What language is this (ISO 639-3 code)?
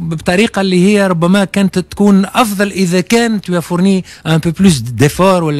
aeb